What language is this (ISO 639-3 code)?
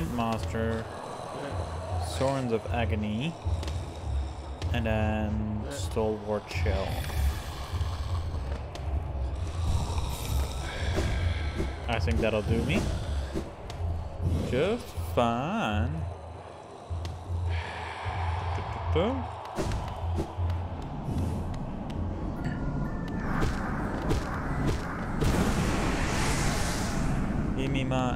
eng